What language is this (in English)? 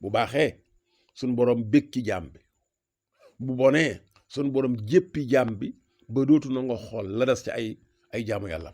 Wolof